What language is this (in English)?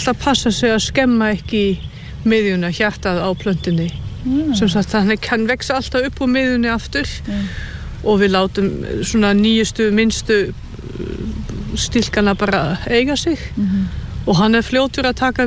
Icelandic